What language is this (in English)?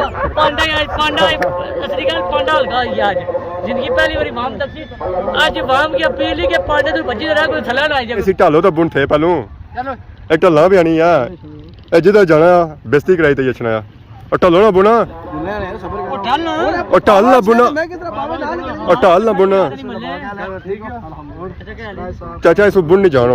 Pahari-Potwari